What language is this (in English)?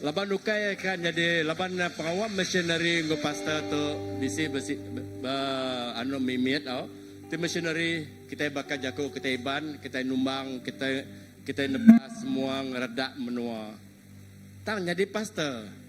Iban